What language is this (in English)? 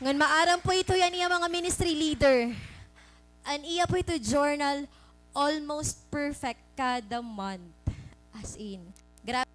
Waray